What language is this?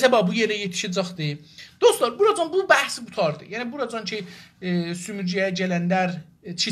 South Azerbaijani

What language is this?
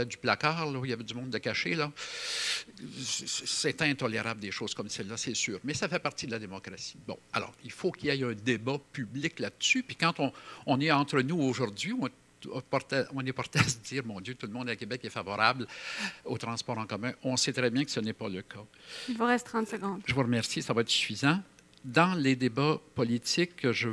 French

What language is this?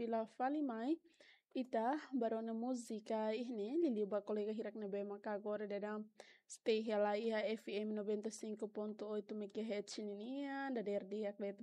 Tetum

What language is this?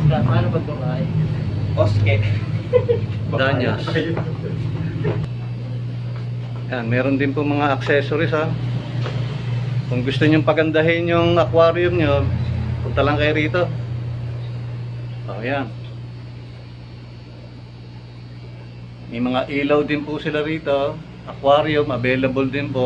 Filipino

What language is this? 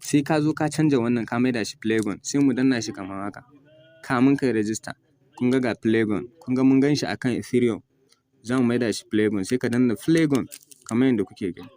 Hausa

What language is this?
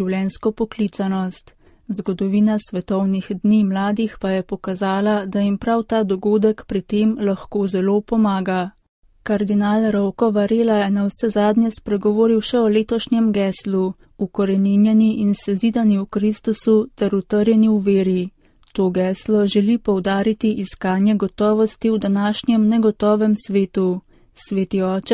Slovenian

